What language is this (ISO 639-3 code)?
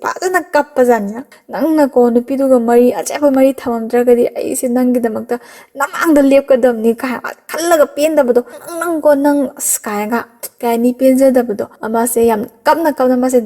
mni